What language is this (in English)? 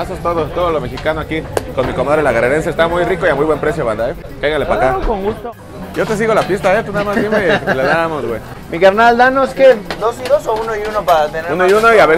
Spanish